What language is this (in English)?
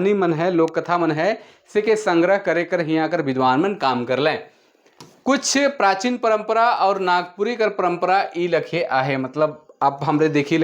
Sadri